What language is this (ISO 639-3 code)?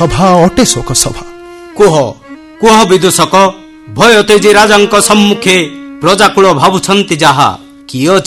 ori